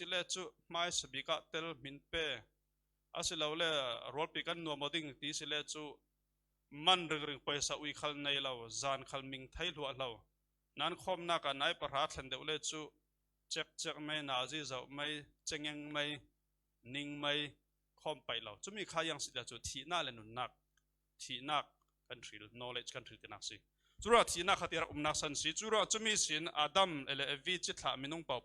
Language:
Falam Chin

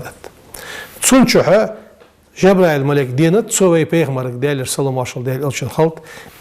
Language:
Ingush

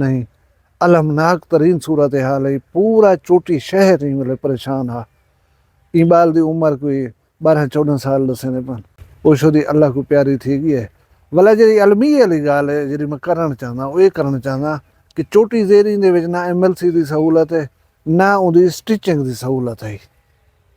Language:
Saraiki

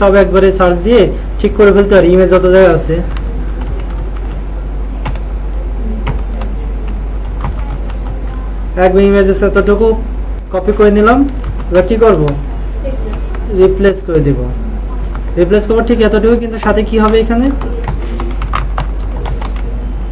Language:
Bangla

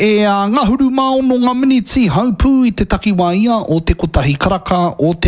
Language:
Māori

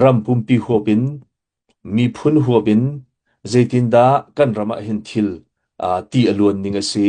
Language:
Hakha Chin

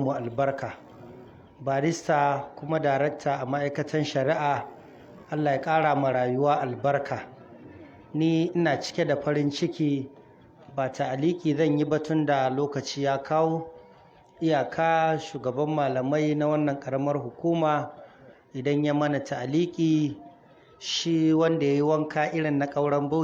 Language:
Hausa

